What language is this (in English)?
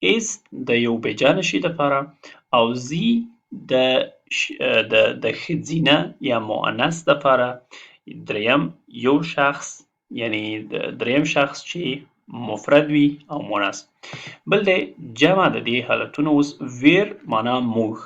Pashto